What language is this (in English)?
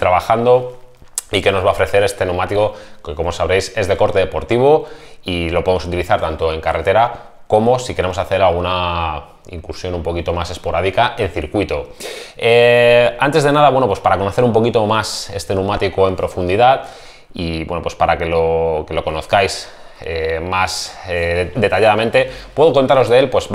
Spanish